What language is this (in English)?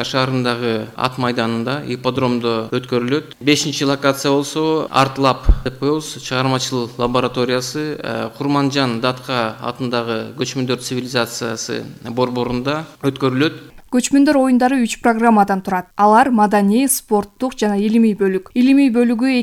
Kyrgyz